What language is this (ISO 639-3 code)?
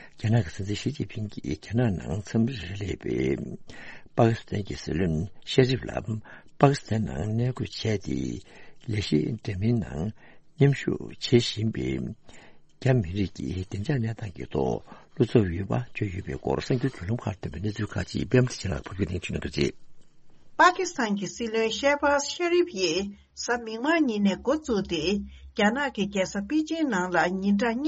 bod